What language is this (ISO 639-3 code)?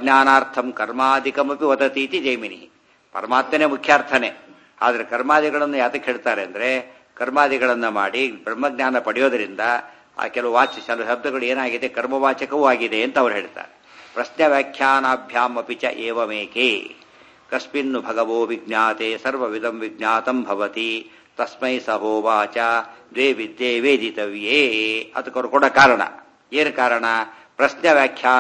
kan